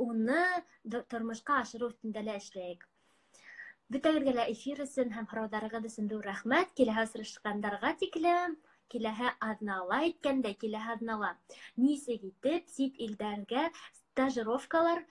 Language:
Bashkir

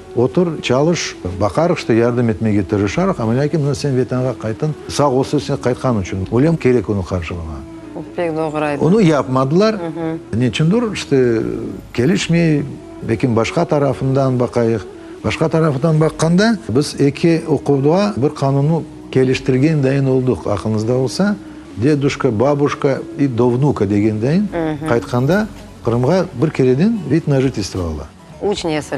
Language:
Crimean Tatar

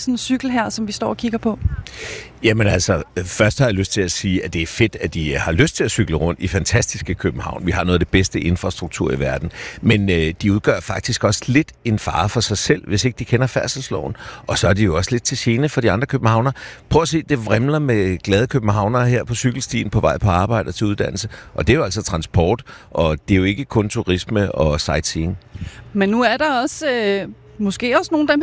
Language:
Danish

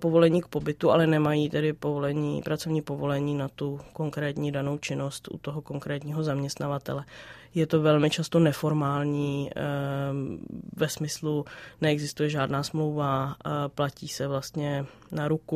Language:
Czech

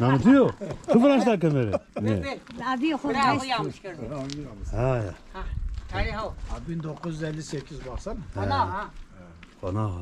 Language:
Zaza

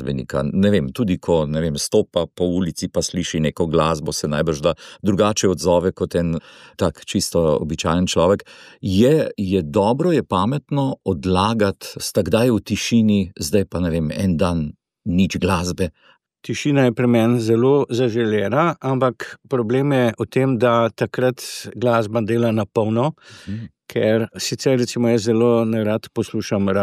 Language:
Slovenian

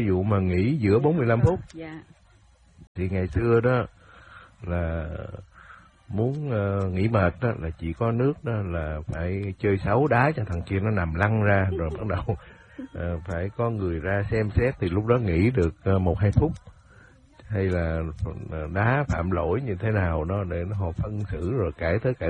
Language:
Vietnamese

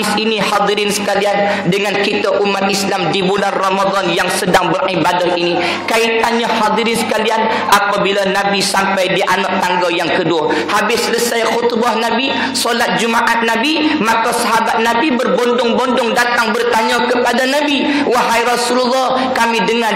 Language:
Malay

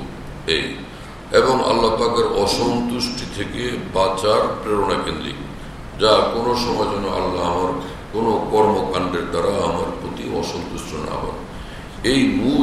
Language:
Bangla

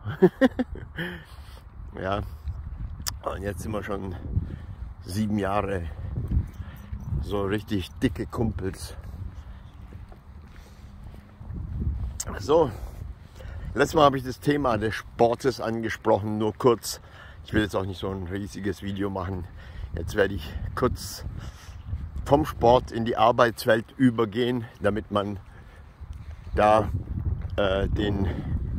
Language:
German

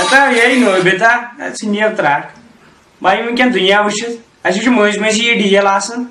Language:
Kashmiri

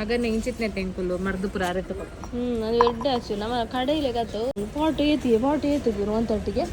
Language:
Tulu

